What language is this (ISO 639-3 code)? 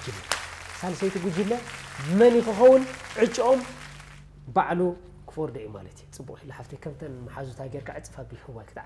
tir